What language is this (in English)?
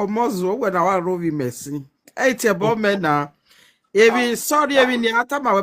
Nigerian Pidgin